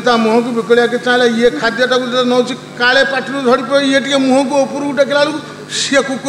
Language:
Odia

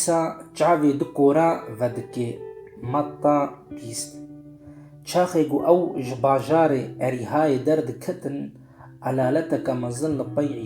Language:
Kurdish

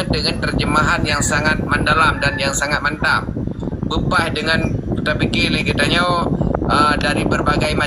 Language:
Achinese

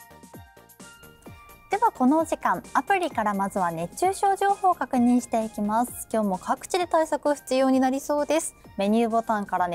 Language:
Japanese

